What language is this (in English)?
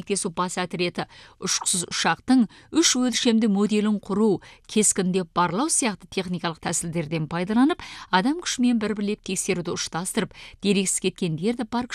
Kazakh